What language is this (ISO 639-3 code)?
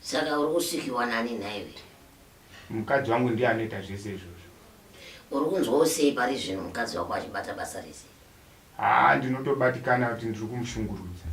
sna